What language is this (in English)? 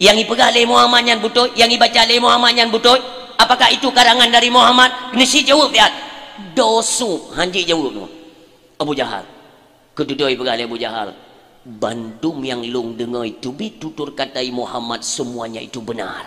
Achinese